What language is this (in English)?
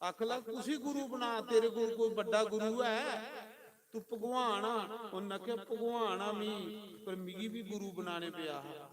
Dogri